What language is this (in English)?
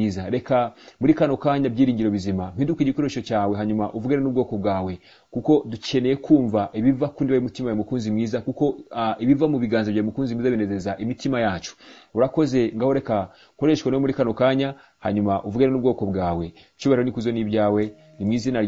Kinyarwanda